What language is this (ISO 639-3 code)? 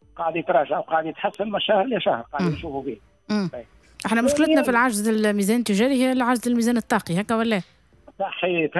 aeb